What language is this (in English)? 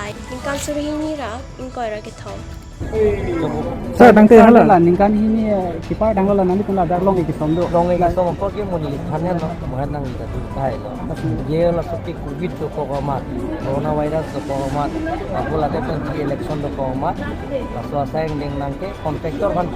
Karbi